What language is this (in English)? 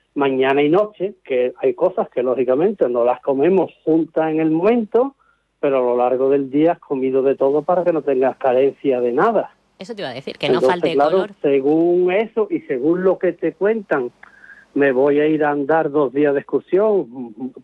Spanish